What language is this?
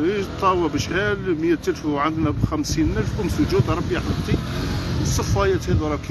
Algerian Arabic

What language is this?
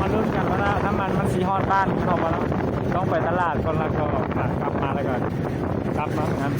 Lao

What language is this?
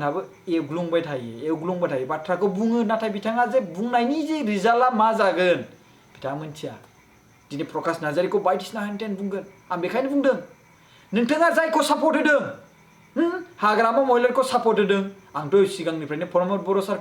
Bodo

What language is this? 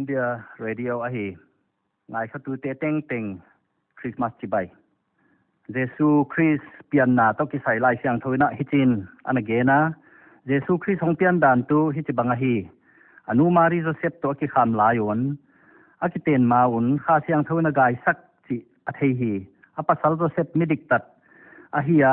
Paite Chin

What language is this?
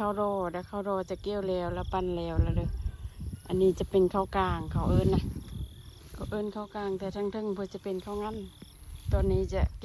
Lao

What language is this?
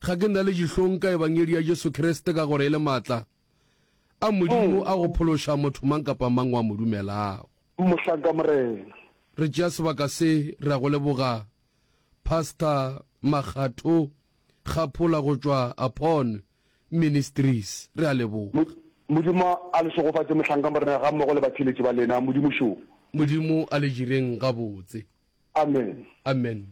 Northern Sotho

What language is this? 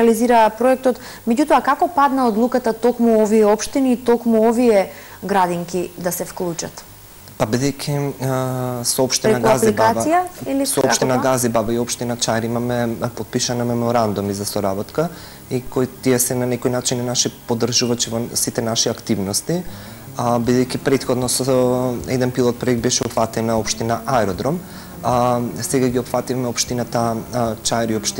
Macedonian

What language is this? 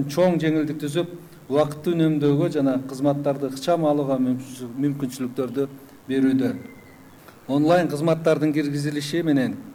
Kyrgyz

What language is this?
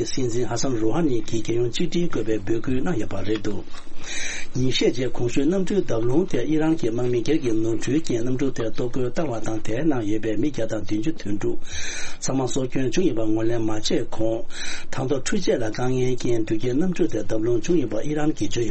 Tibetan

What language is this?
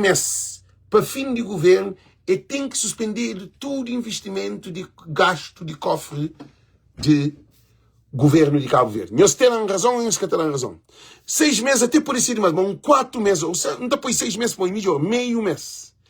Kabuverdianu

